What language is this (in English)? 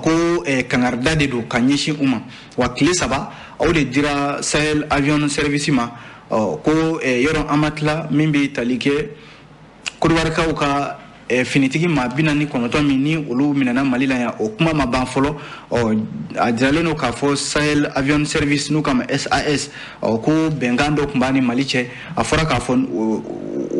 Bambara